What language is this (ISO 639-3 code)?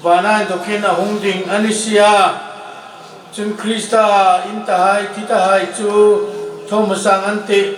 hmr